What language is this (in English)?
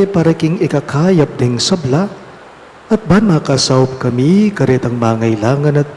Pampanga